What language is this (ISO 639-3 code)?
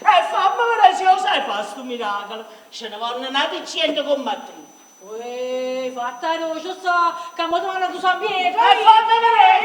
nap